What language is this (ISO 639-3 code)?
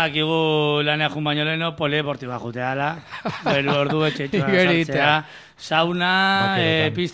eus